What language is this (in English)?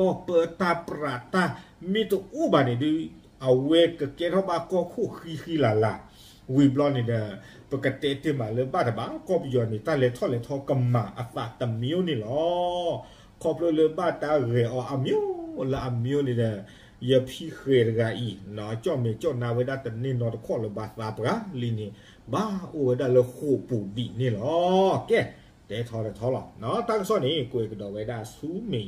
S'gaw Karen